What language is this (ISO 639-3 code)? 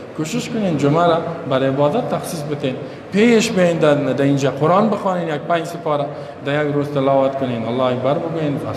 fas